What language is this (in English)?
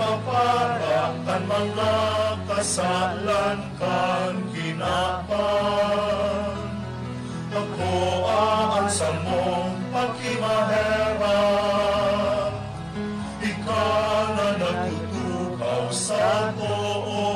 Bikol